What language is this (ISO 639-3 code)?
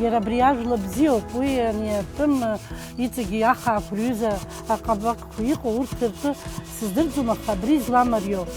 abk